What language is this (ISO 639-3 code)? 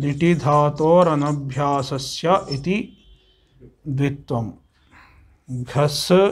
san